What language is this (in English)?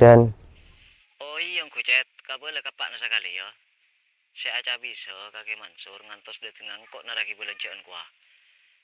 Madurese